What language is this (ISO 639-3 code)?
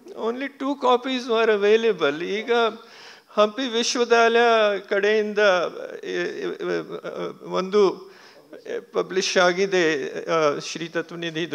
kan